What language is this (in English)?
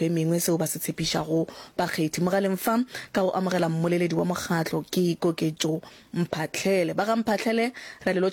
Northern Sotho